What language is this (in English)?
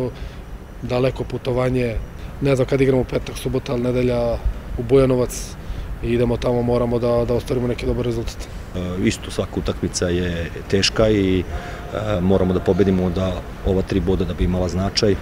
Serbian